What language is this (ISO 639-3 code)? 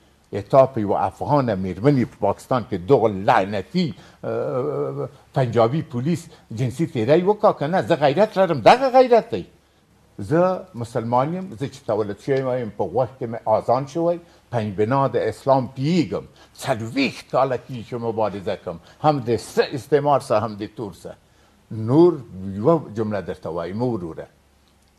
pus